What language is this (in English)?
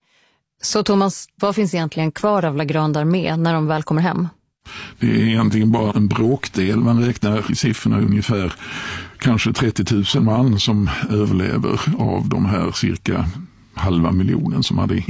Swedish